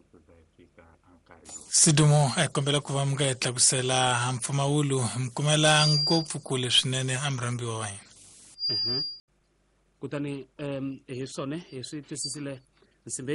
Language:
Tsonga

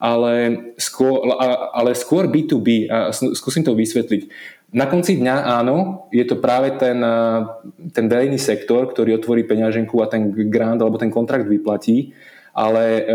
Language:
Slovak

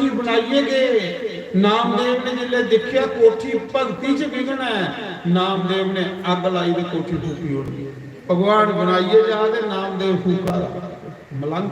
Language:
Dogri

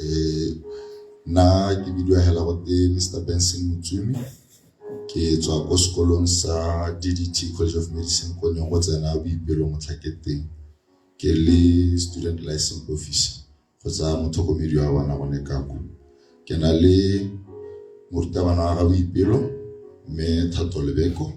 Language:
Tswana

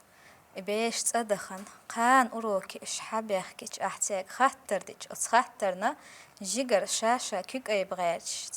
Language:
Chechen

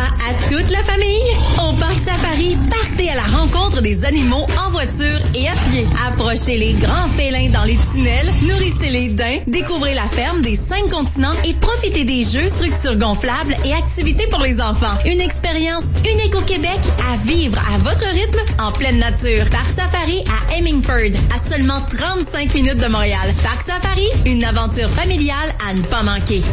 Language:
French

